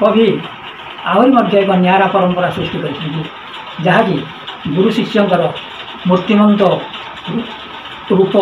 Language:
Odia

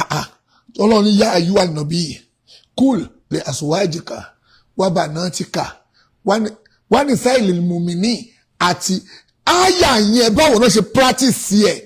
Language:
Yoruba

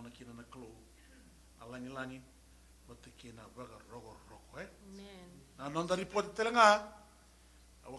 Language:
Fijian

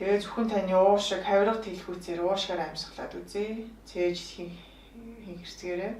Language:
Mongolian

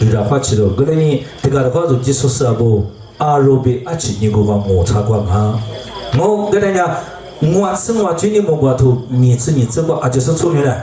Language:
Lisu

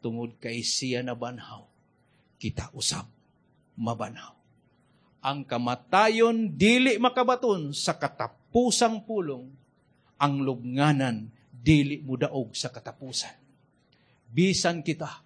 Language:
Cebuano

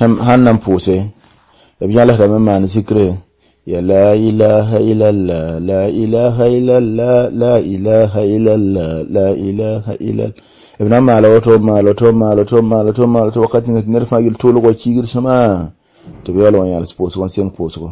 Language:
Mossi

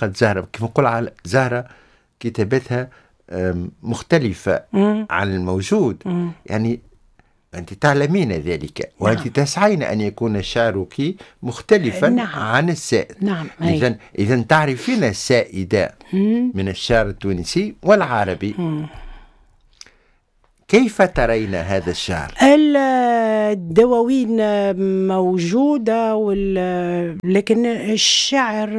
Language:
Tunisian Arabic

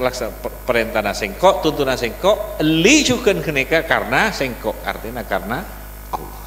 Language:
Madurese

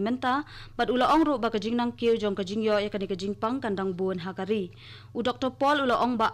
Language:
Khasi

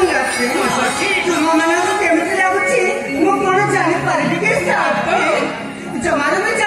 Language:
Odia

